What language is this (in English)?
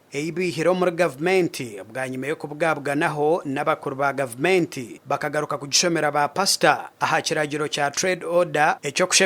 Nyankole